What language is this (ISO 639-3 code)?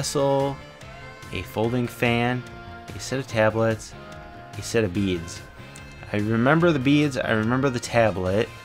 eng